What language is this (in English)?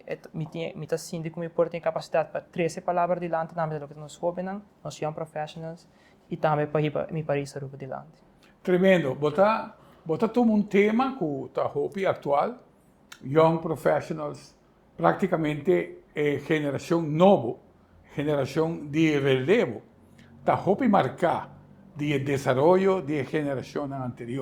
Papiamento